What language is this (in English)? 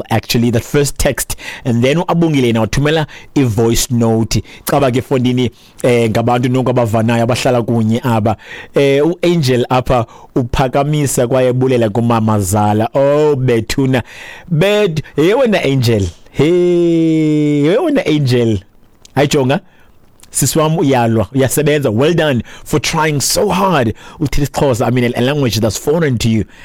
Xhosa